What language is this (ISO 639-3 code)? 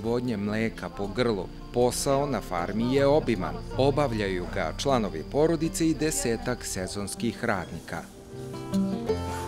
bos